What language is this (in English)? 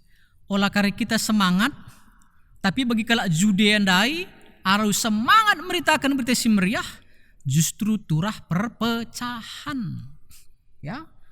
Batak Karo